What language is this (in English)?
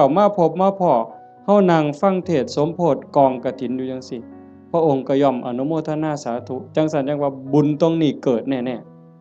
Northeastern Thai